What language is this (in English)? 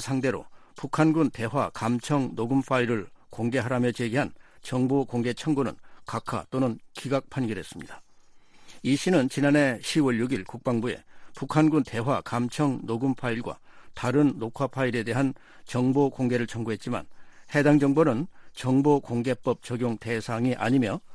Korean